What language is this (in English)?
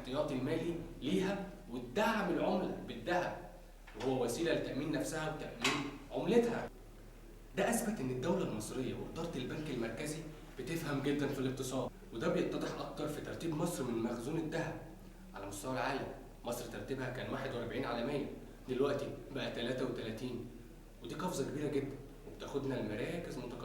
Egyptian Arabic